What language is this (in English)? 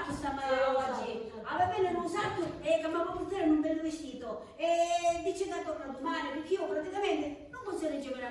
Sicilian